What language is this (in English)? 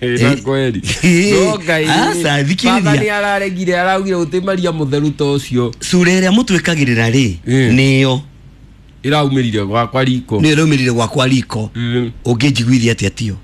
Kikuyu